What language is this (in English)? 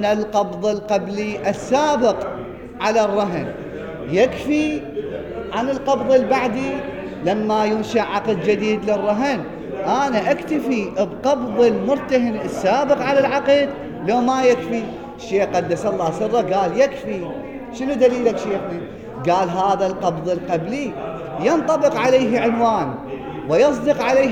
Mesopotamian Arabic